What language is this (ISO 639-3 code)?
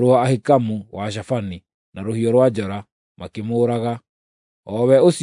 kik